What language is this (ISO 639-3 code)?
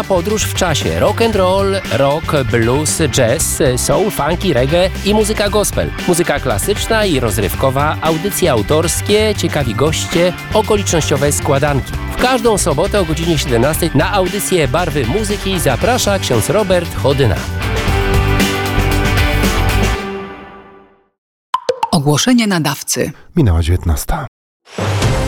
pol